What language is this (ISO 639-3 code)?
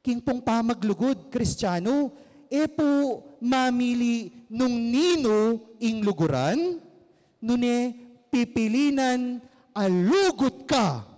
pam